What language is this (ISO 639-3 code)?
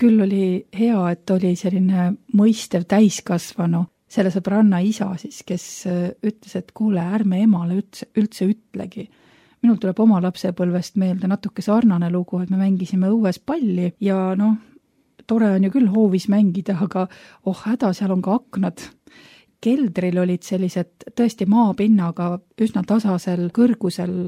est